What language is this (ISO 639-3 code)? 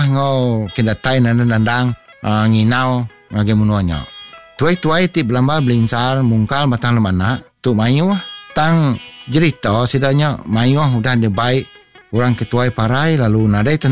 iba